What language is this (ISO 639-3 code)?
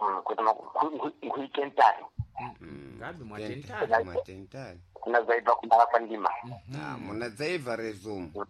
seh